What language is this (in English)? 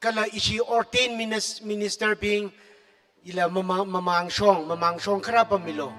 Tangkhul Naga (India)